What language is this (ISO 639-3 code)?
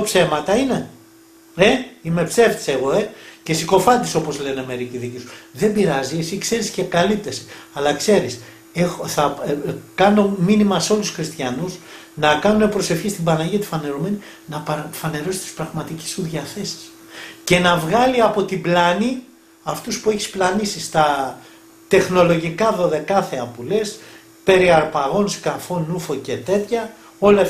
ell